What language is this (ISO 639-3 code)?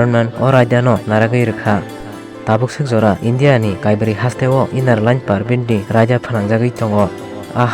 trp